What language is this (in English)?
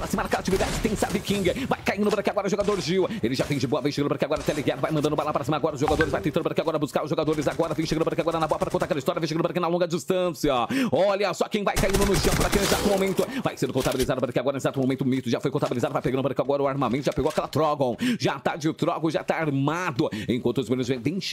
Portuguese